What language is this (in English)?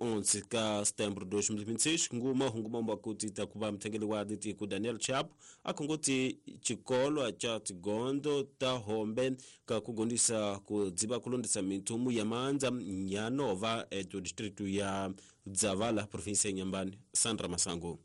Tsonga